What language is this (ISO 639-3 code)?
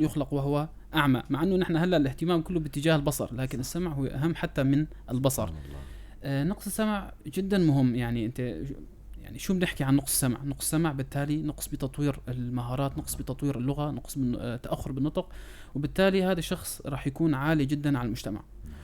apc